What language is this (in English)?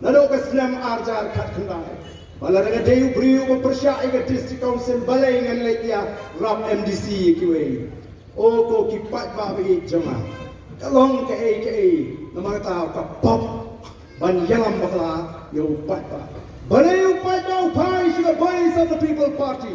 Khasi